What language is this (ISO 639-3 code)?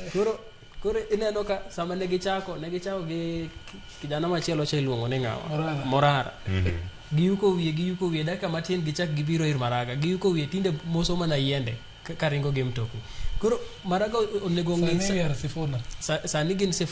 luo